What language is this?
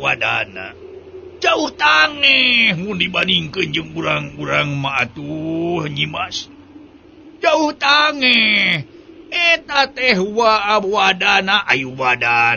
Sundanese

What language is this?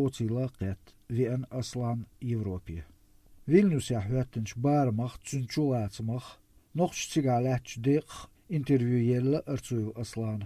Chechen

